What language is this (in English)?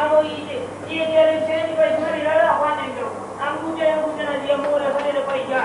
Brahui